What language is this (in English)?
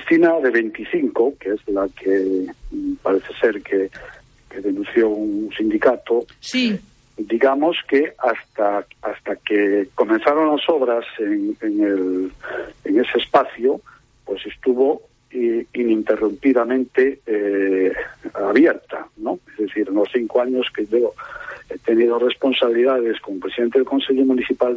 Spanish